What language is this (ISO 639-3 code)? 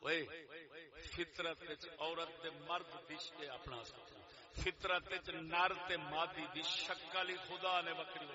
skr